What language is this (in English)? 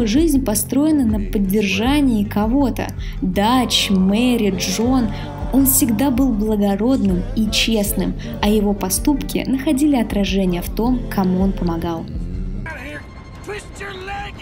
Russian